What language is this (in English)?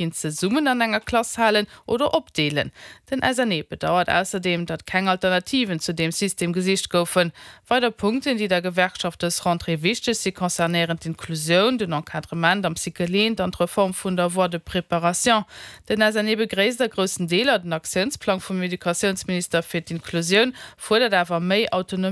Luxembourgish